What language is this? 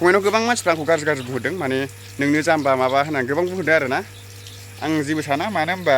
Bodo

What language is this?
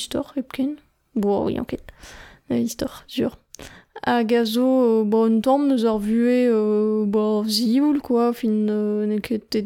Breton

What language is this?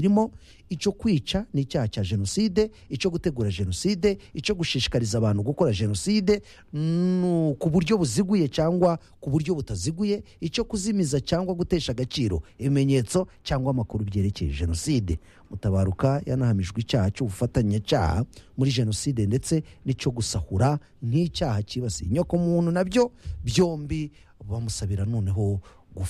Kinyarwanda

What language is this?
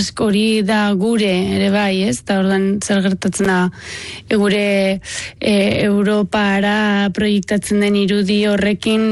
Basque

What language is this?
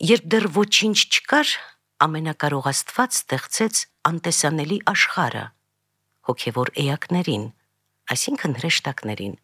Armenian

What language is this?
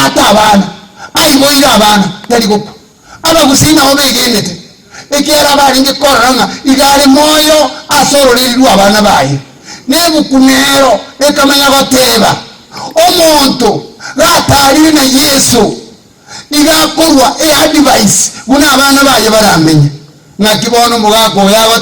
Gusii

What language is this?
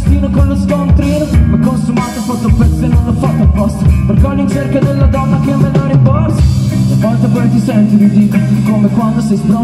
Italian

